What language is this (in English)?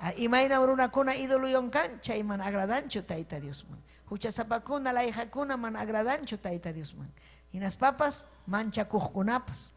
Ayacucho Quechua